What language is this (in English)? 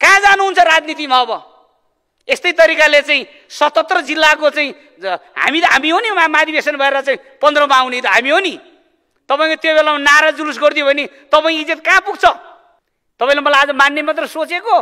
Nepali